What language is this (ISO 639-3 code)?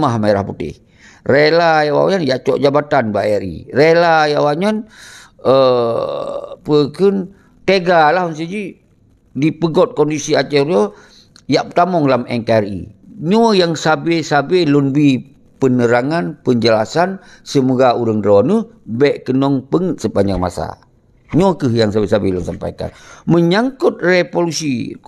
ace